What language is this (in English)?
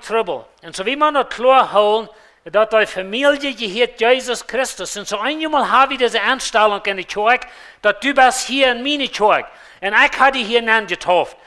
Plautdietsch